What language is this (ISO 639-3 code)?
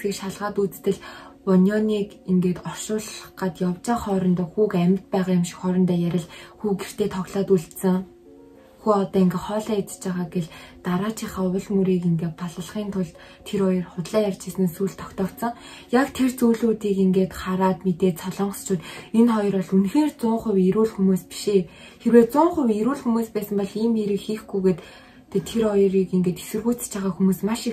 mon